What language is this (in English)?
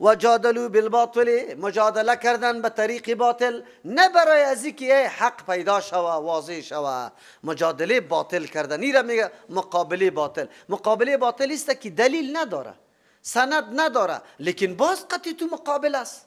Persian